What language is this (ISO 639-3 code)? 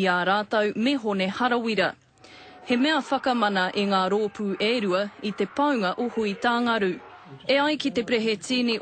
mri